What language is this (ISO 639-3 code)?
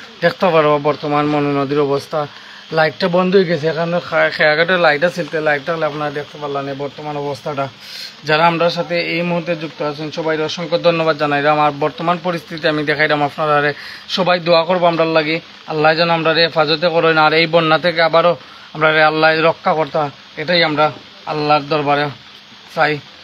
syl